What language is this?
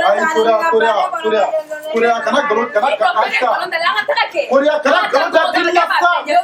Bambara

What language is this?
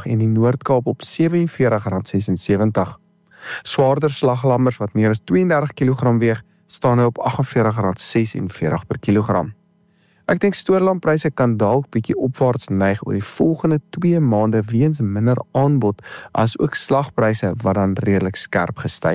Afrikaans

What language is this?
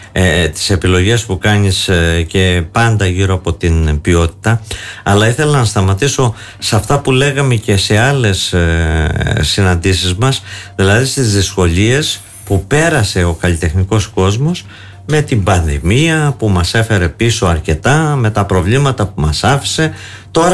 Greek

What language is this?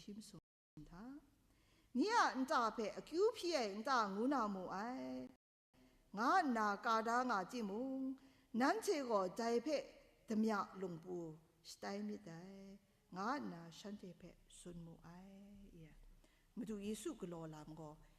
Kachin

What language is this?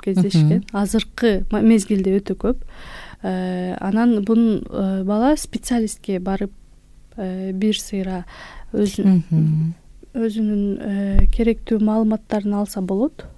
Kyrgyz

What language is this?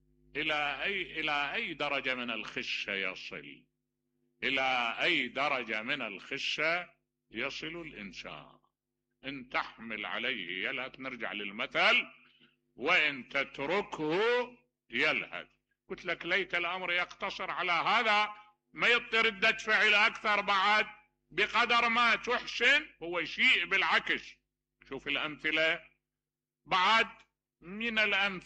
Mesopotamian Arabic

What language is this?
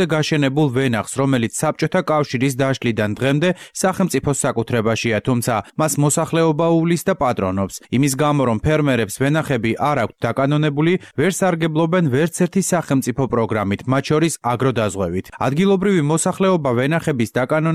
Georgian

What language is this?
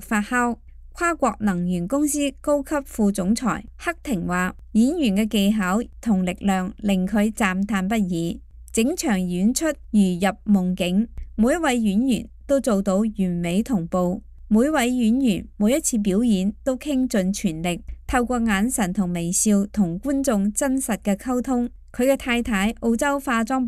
Cantonese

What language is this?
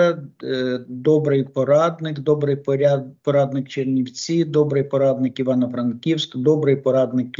Ukrainian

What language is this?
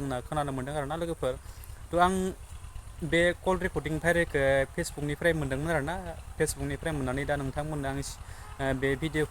Bodo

